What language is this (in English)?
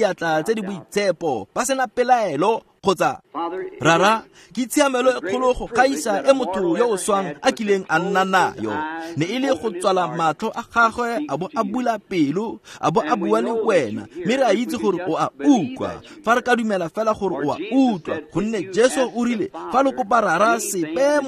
Tswana